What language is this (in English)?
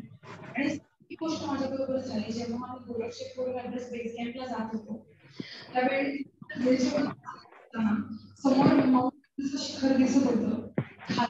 Marathi